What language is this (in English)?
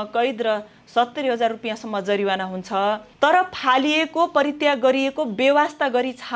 Nepali